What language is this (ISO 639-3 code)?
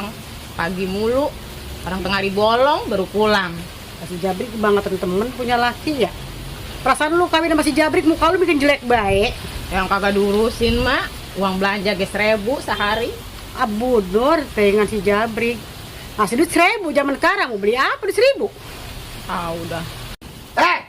bew